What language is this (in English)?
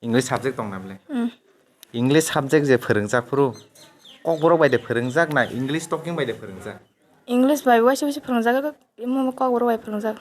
Kok Borok